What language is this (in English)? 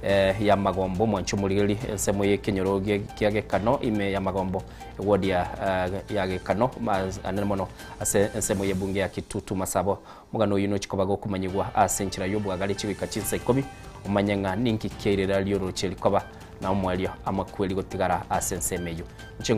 Gusii